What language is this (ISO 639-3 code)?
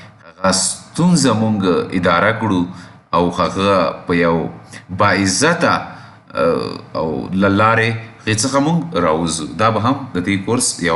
pus